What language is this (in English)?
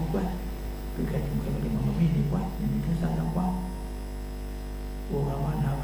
Burmese